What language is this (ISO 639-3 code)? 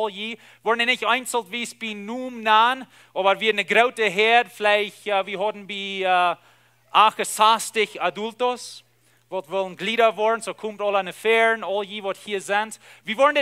pdt